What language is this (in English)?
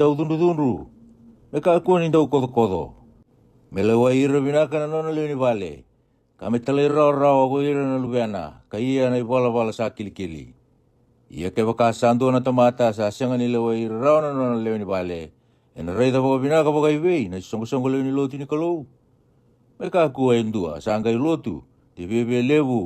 Fijian